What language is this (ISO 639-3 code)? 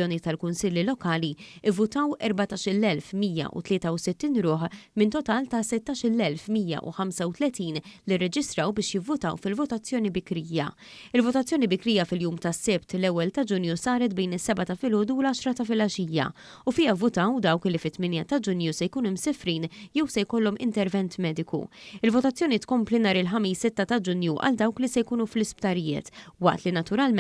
mlt